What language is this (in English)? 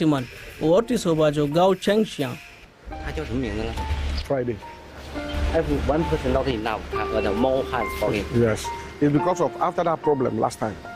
Nigerian Fulfulde